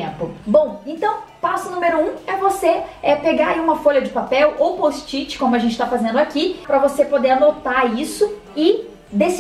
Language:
Portuguese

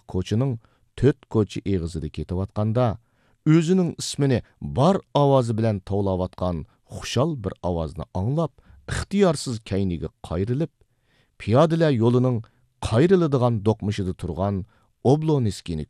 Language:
Uyghur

